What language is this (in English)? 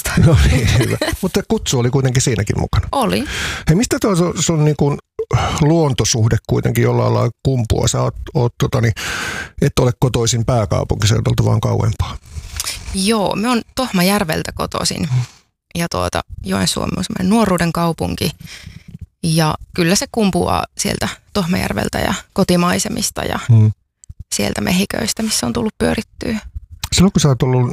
Finnish